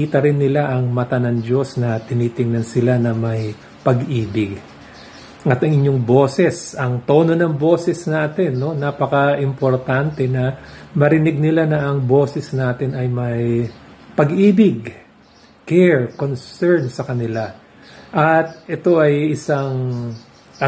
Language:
Filipino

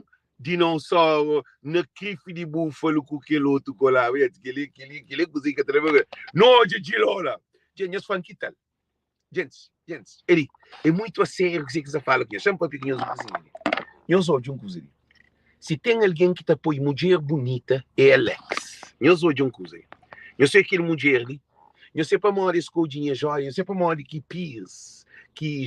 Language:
Kabuverdianu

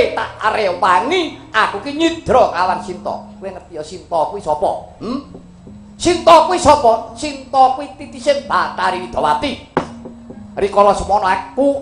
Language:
Javanese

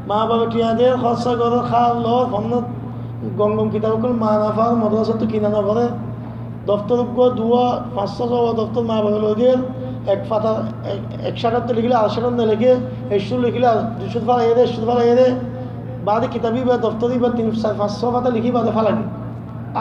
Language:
Rohingya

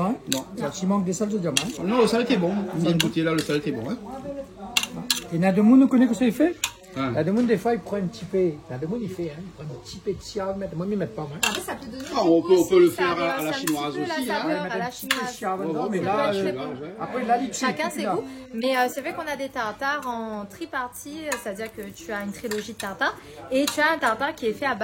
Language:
Réunion Creole French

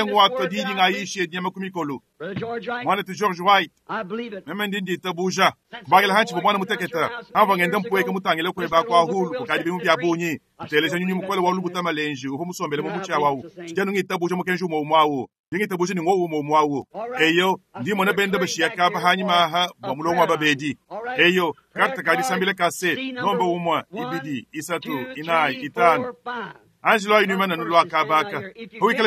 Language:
Luba-Lulua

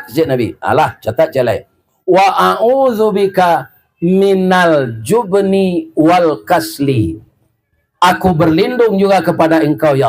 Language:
Minangkabau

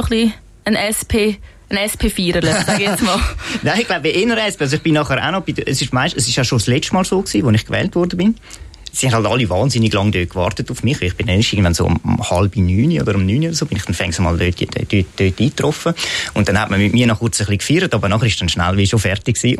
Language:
Swiss German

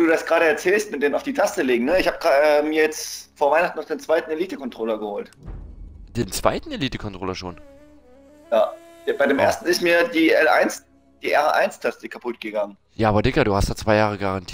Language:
German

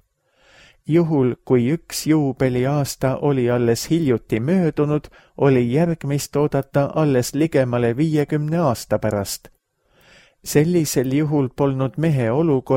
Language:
Estonian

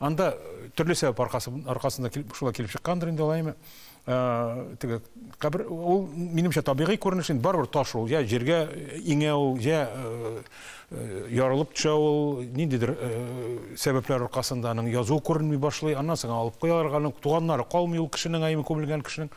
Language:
Tatar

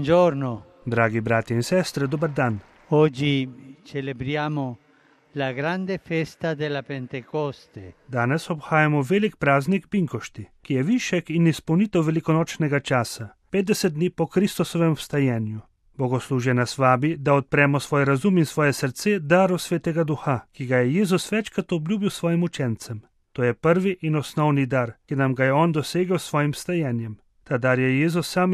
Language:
Slovenian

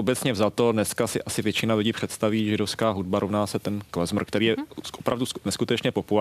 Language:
Czech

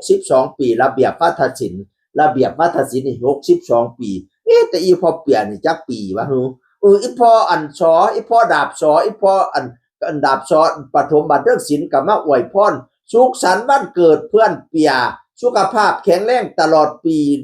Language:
Northeastern Thai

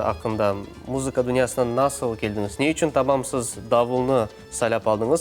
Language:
Crimean Tatar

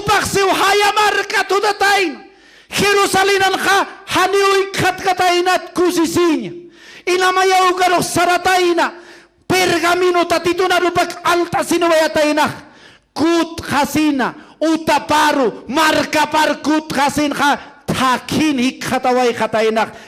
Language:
Aymara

